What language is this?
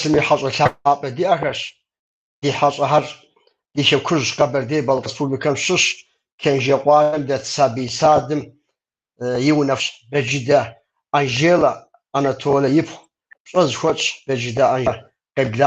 Kabardian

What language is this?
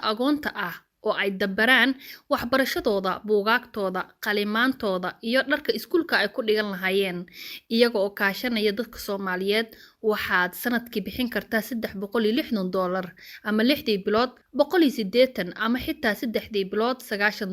Somali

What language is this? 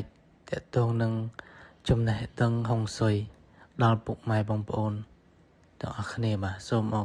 Khmer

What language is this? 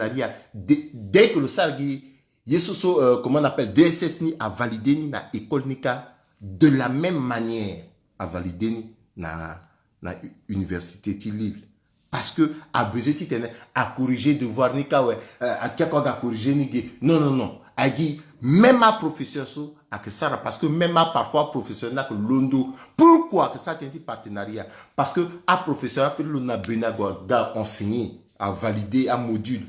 Sango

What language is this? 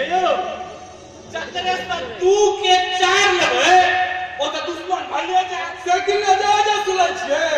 Maithili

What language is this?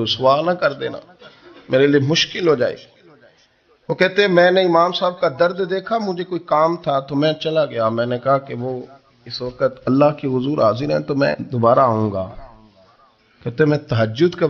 Urdu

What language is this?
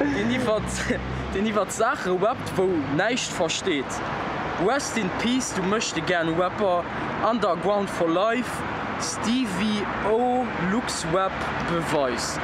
Luxembourgish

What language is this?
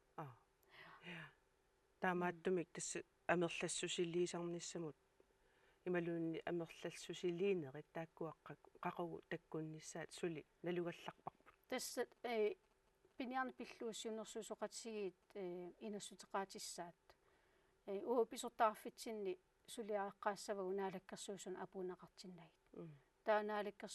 Kalaallisut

